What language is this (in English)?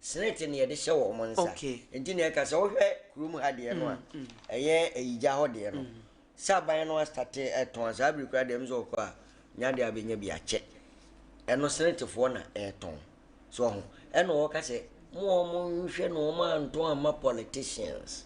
Akan